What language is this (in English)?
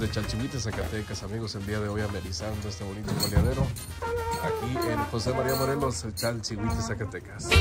Spanish